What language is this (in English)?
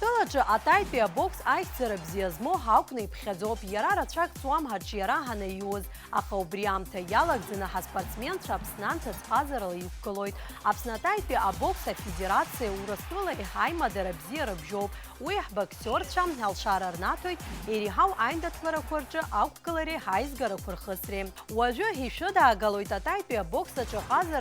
Abkhazian